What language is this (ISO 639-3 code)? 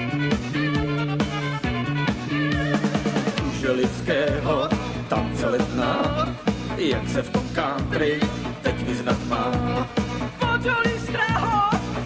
ces